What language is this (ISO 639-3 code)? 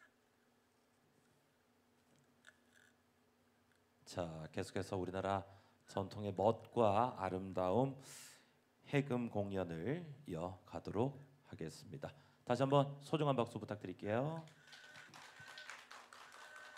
kor